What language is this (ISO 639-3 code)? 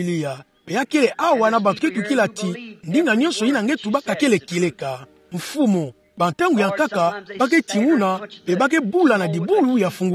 ktu